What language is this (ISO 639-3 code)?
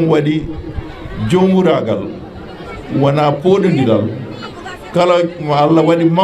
ful